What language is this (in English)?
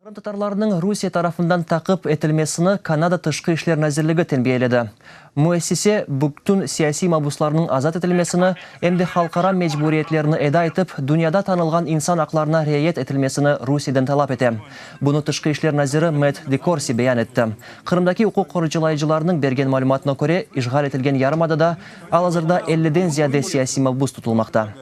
Crimean Tatar